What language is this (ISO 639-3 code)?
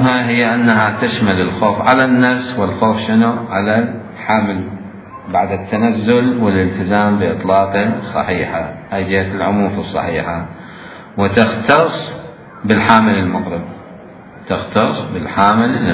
acm